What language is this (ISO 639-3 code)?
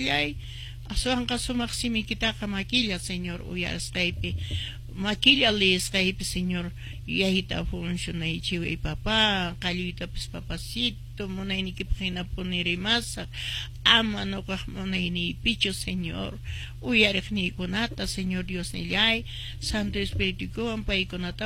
que